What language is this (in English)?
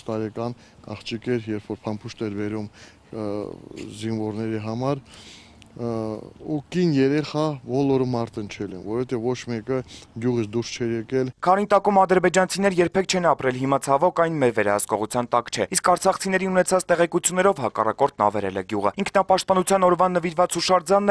Armenian